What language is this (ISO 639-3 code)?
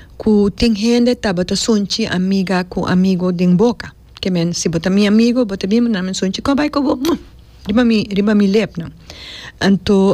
pap